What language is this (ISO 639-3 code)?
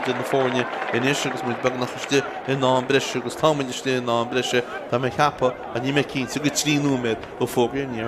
gle